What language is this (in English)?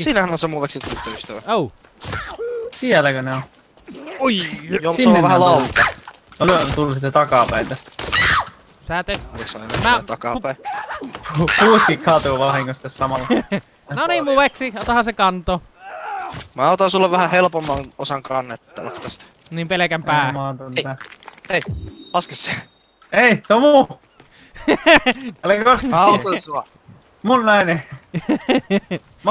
Finnish